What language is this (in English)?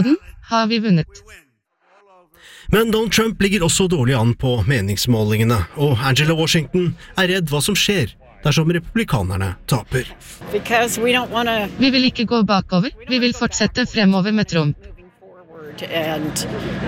Norwegian